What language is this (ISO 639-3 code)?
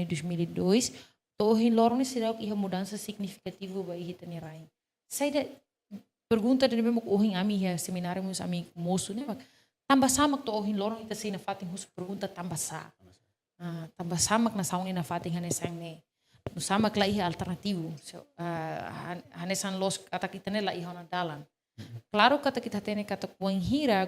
tet